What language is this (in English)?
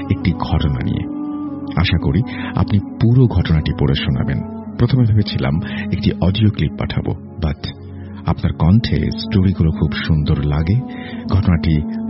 Bangla